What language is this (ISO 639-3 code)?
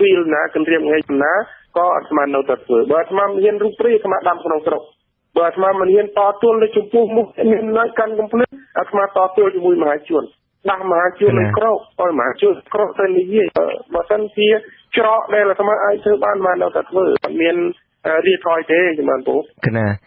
khm